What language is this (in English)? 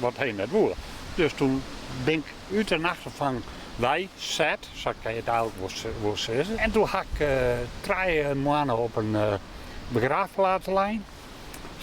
Western Frisian